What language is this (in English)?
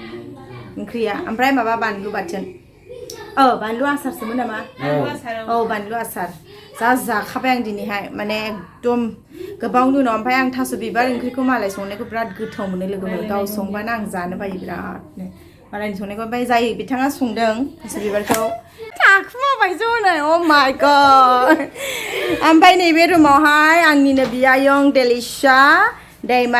Bodo